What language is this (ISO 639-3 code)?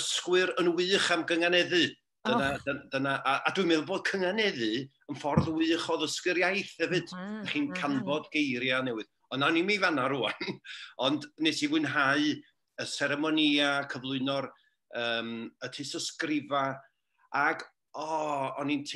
cym